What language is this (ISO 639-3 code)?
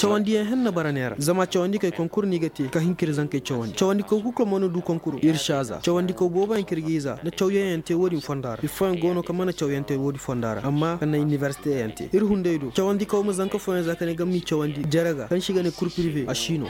ses